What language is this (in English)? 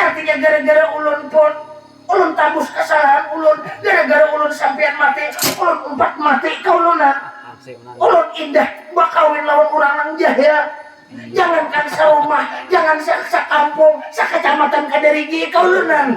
Banjar